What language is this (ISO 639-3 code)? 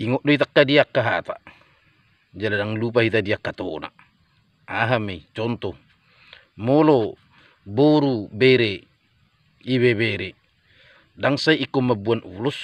bbc